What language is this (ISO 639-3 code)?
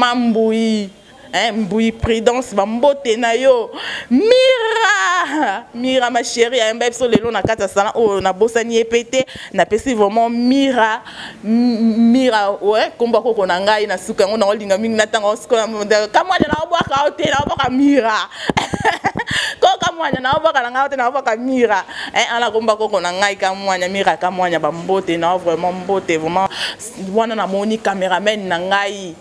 lin